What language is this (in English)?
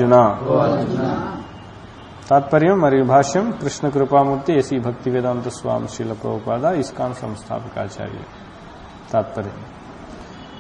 Telugu